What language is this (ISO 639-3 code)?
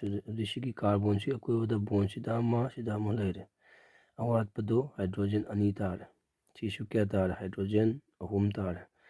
mni